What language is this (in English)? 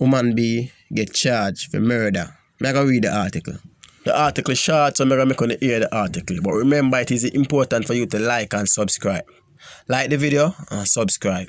Jamaican Creole English